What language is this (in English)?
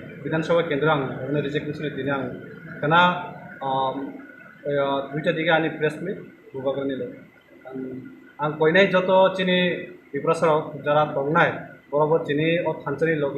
Kok Borok